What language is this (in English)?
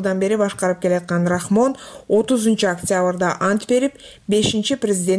Kyrgyz